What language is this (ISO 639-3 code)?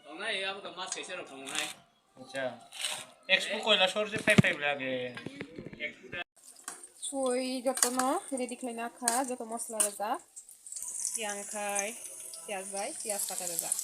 trp